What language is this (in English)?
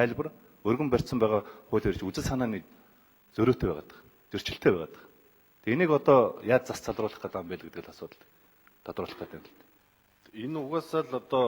Mongolian